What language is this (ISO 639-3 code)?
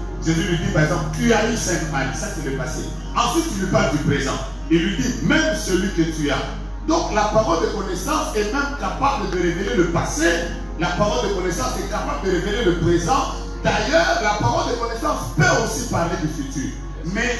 fra